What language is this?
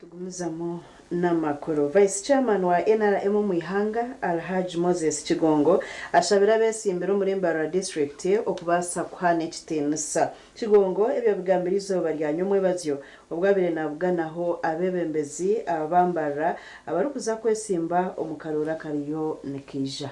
Nyankole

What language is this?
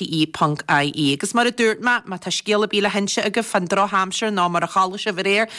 Irish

